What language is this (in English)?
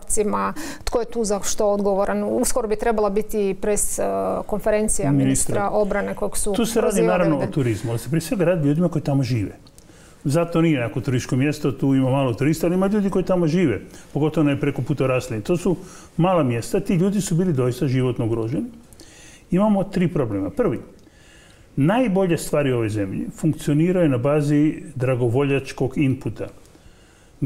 Croatian